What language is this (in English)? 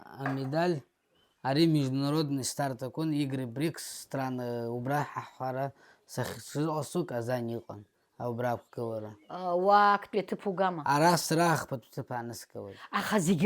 Abkhazian